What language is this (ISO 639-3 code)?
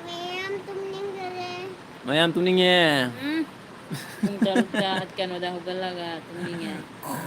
mni